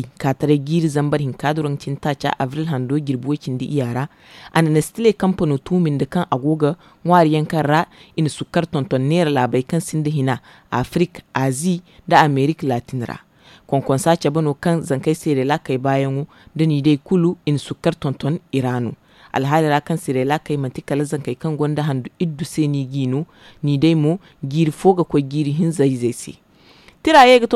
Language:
Zarma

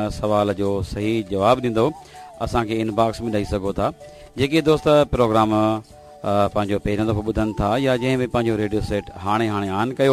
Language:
Sindhi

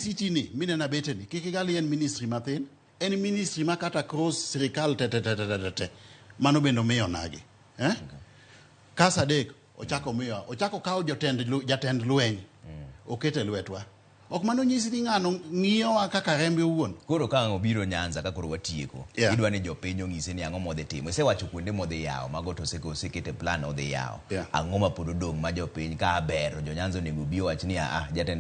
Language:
Luo (Kenya and Tanzania)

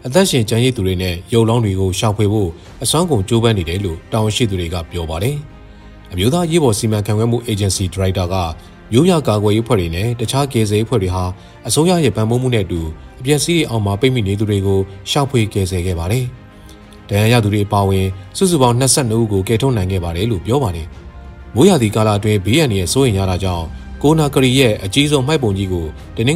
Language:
Burmese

